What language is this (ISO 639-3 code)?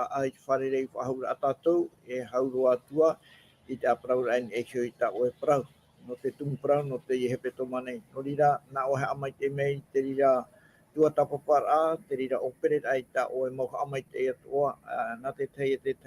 tah